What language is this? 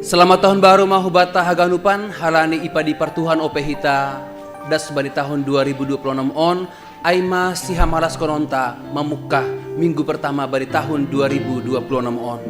Batak Simalungun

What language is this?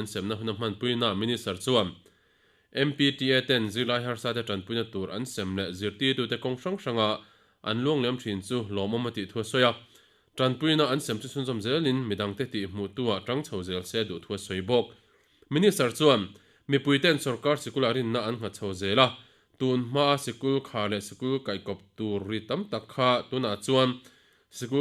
Mizo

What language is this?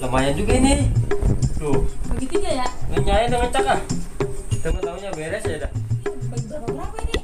Betawi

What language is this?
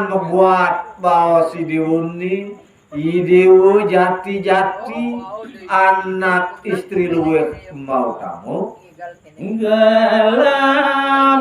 Balinese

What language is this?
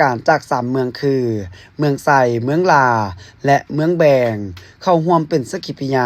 Lao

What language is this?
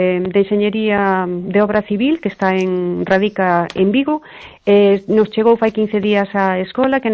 Galician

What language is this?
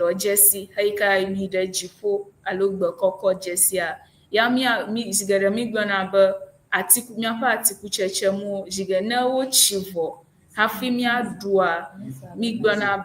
Ewe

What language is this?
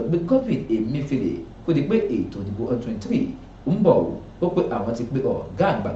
Yoruba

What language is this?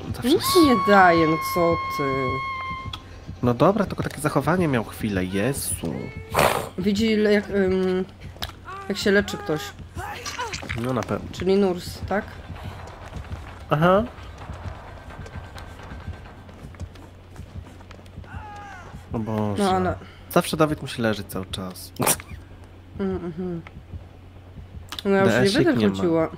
Polish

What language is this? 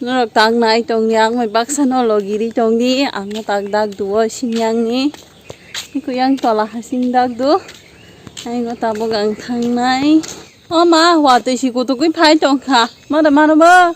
Kok Borok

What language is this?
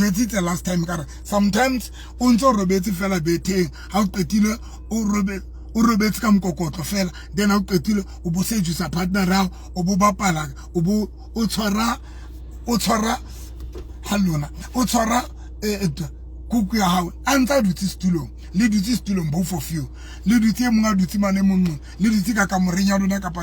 Southern Sotho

